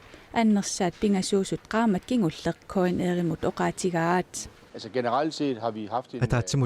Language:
Kalaallisut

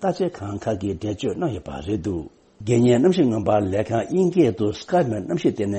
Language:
Tibetan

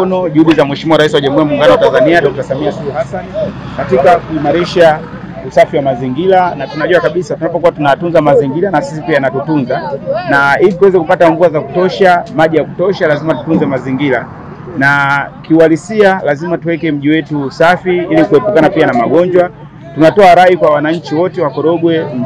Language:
Swahili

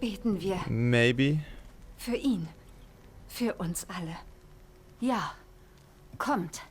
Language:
Swiss German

